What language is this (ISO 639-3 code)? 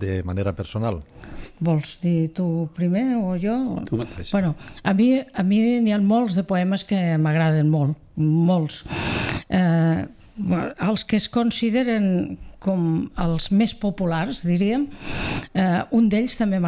cat